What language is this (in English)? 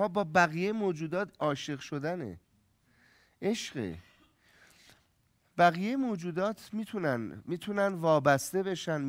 Persian